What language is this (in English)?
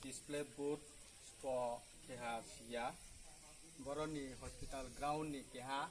Kok Borok